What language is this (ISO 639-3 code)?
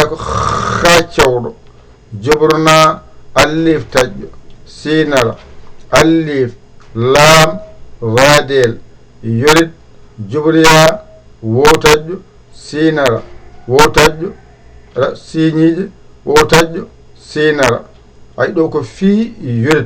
ful